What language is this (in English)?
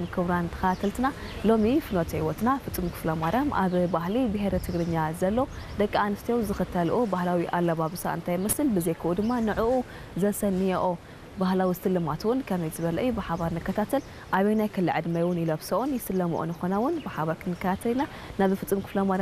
Tigrinya